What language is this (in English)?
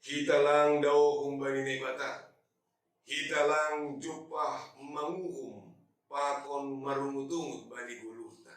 Batak Simalungun